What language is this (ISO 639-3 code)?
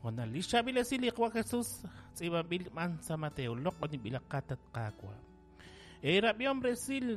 kek